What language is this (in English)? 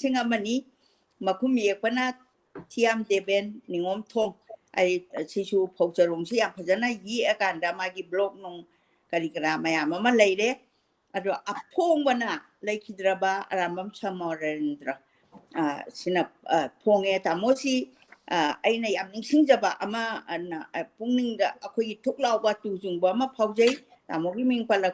Manipuri